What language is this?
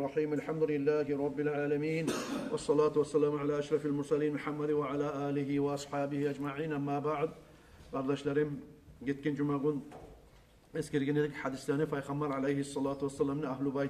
Kumyk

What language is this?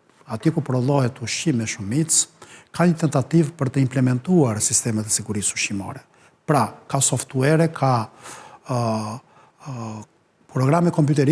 Albanian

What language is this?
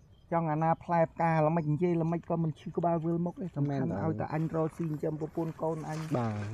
Khmer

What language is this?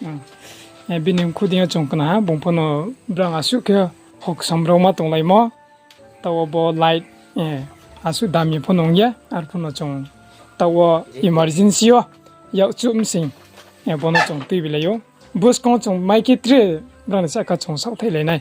Riang (India)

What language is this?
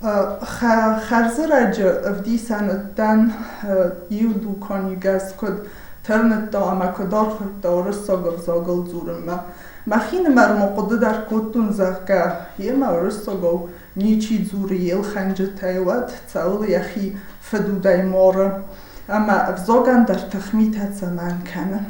Ossetic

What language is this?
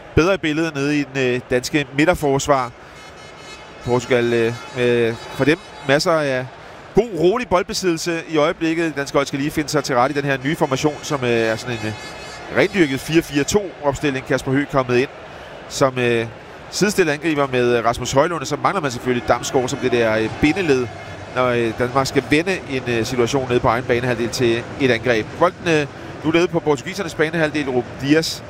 Danish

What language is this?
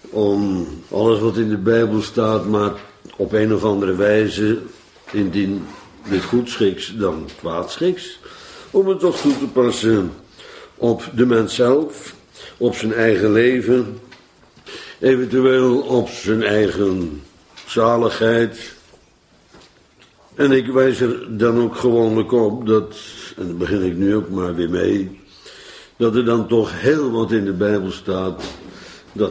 Dutch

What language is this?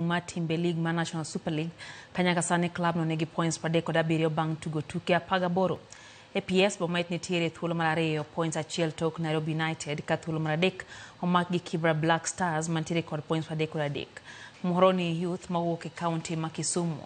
Luo (Kenya and Tanzania)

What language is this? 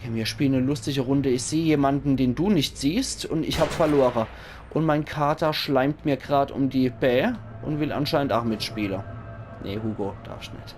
Palatine German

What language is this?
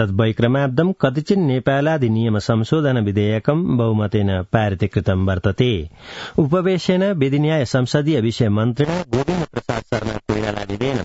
Sanskrit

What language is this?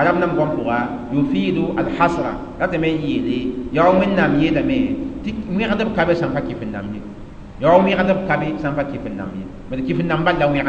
Mossi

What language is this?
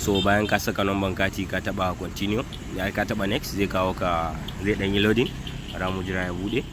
Hausa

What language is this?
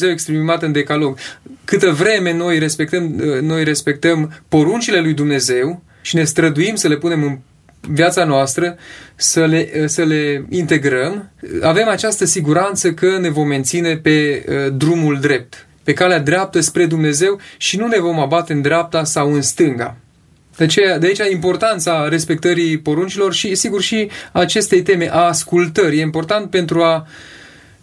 Romanian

